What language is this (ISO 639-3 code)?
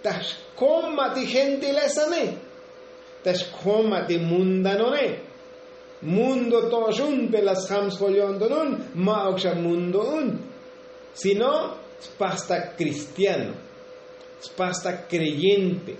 tzo